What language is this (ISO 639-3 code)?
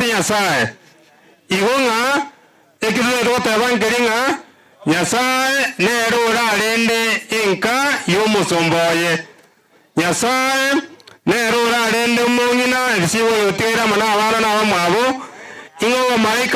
guz